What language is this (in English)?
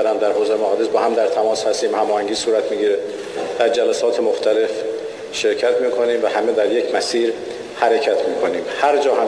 Persian